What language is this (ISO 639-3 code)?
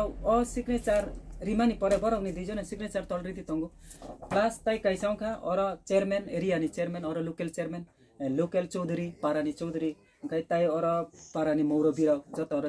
trp